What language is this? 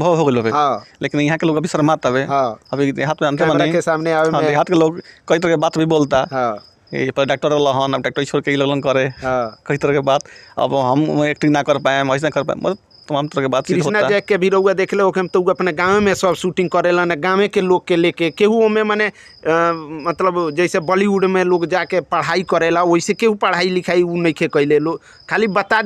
Bhojpuri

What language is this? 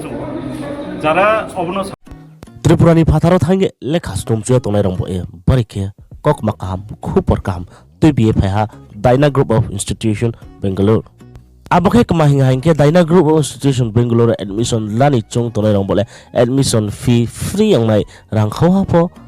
Riang (India)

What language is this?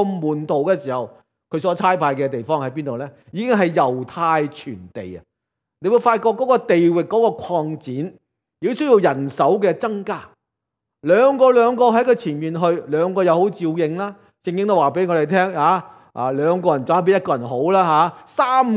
Cantonese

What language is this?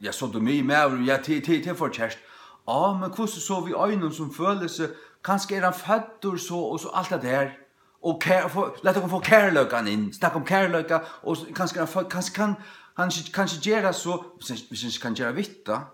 Faroese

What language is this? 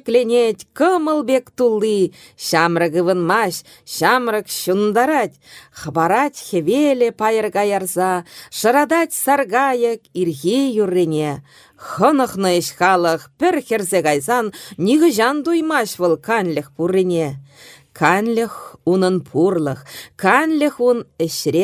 Chuvash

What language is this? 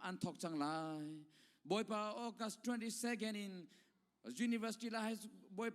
Hakha Chin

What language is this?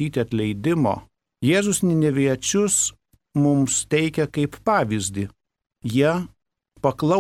Lithuanian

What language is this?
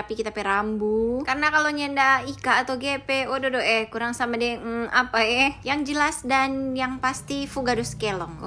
Manado Malay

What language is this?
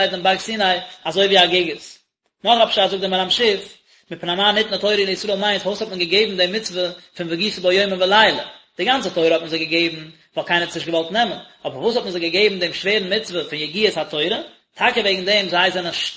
Yiddish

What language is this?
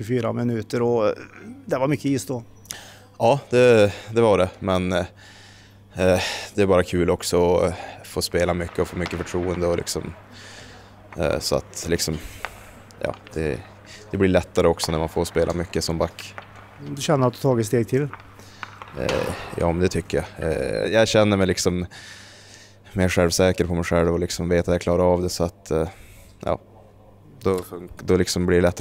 Swedish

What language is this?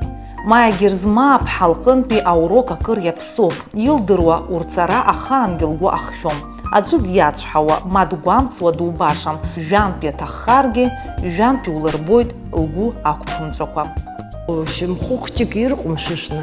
Abkhazian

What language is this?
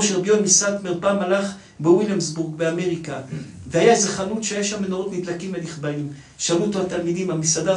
Hebrew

